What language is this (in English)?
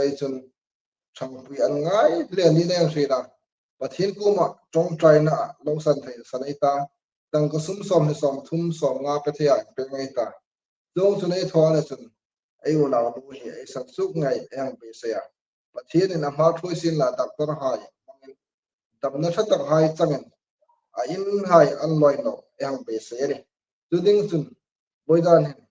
Hmar